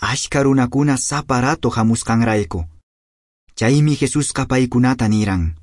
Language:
Quechua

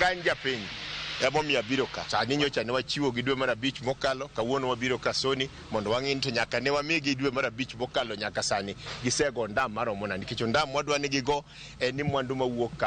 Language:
Luo (Kenya and Tanzania)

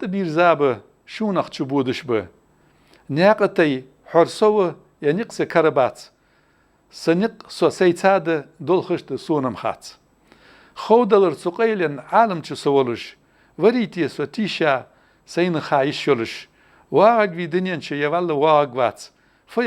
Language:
Ingush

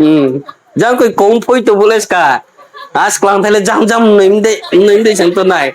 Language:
Riang (India)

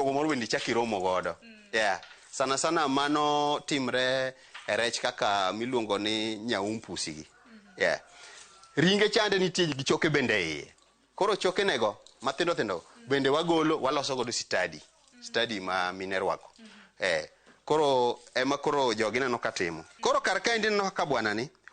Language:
Luo (Kenya and Tanzania)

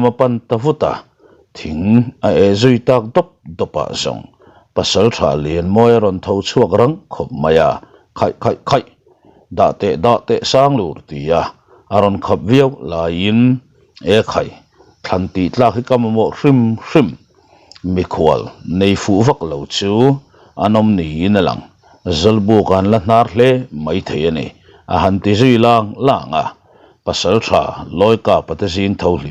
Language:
Mizo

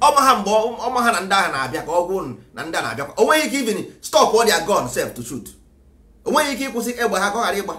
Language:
Igbo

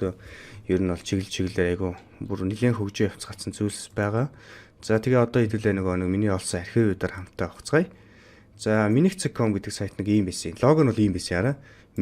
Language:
Mongolian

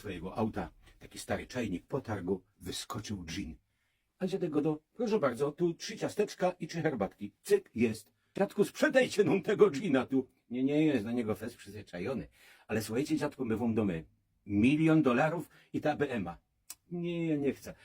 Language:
Silesian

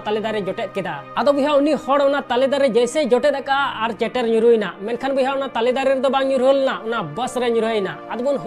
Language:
Santali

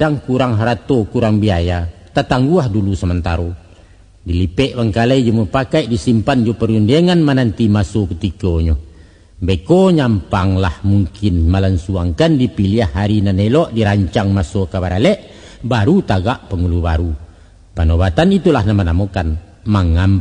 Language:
Minangkabau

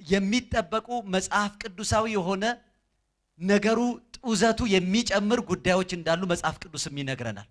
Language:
Amharic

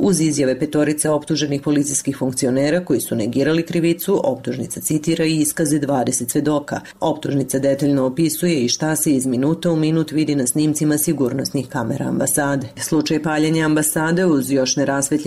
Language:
Serbian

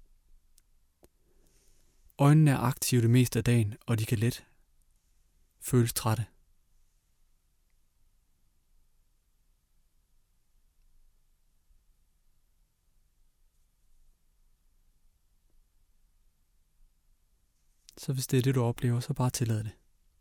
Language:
Danish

